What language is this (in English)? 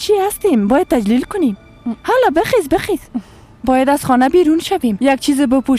Persian